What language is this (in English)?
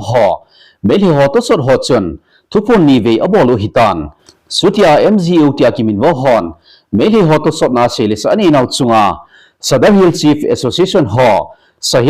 Thado Chin